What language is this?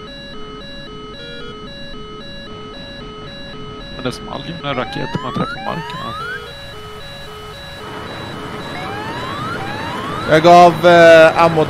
Swedish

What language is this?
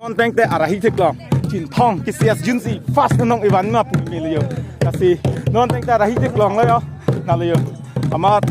Karbi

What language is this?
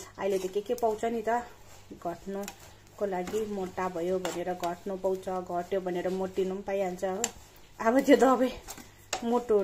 Nepali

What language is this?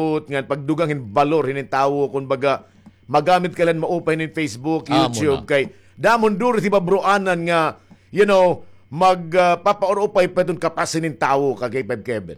Waray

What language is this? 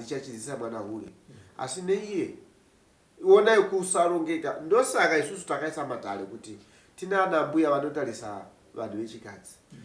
Shona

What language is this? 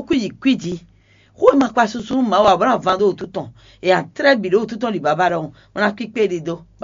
Fon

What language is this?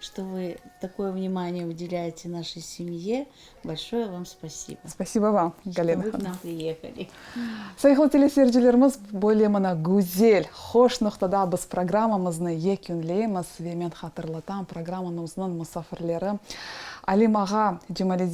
Crimean Tatar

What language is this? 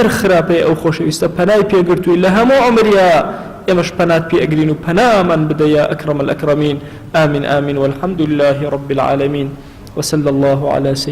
Central Kurdish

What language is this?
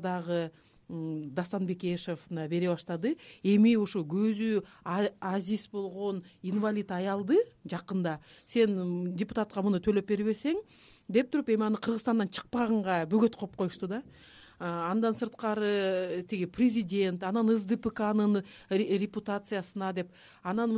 Kyrgyz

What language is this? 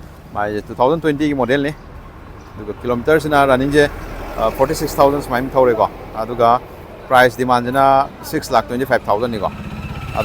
Manipuri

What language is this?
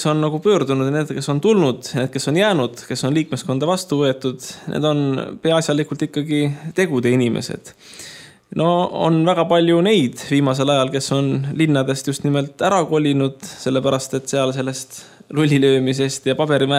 Estonian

